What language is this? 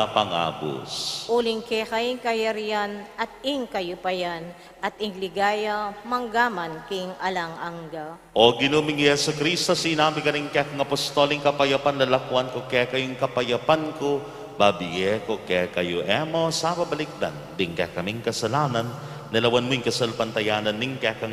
Pampanga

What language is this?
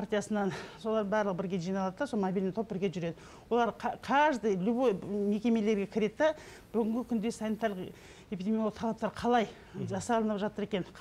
Kazakh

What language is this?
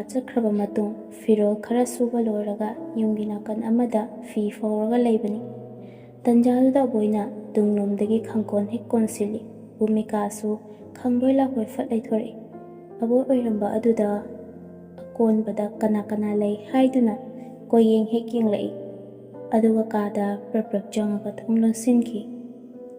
Manipuri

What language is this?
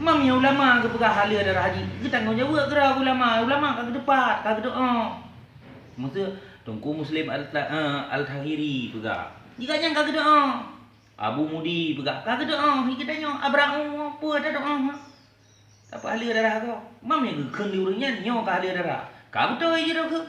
Achinese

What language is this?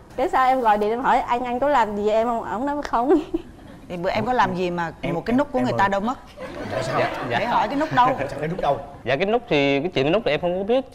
Vietnamese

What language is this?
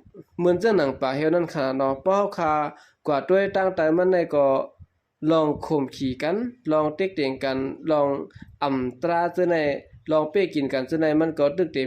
Shan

